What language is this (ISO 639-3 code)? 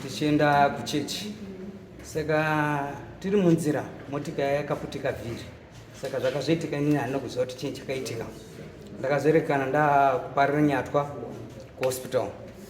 sna